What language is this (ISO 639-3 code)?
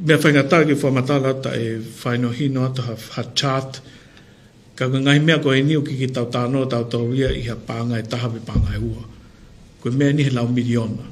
ton